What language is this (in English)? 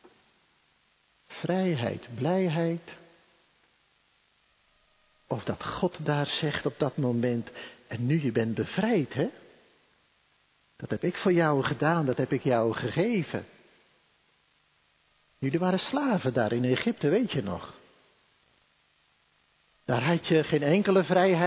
Dutch